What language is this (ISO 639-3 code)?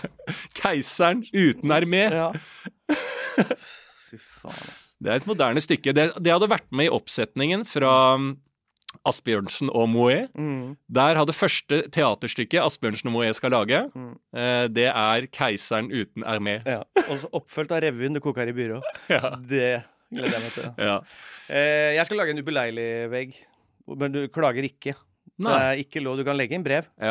nor